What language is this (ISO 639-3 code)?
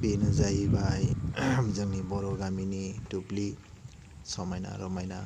brx